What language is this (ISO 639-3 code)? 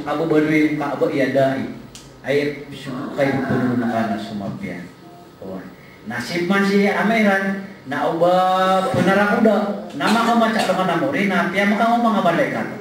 mrw